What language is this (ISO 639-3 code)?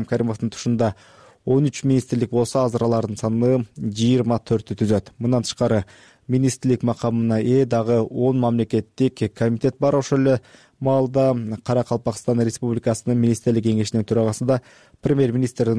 kir